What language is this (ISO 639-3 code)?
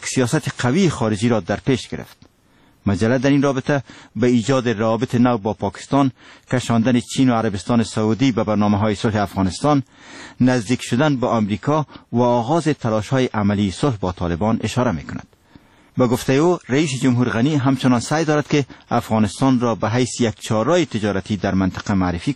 fas